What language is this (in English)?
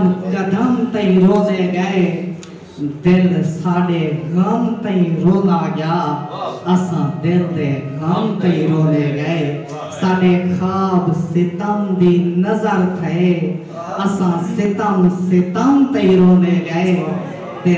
Saraiki